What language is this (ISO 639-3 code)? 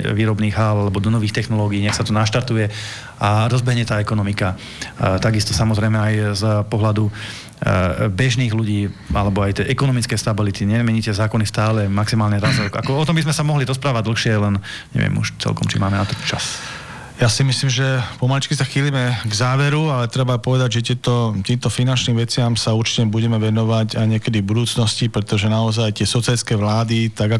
slk